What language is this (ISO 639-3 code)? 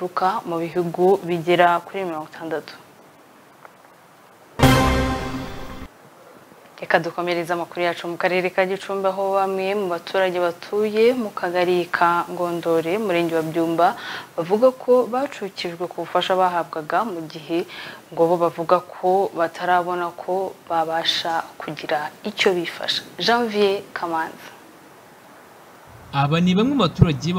kin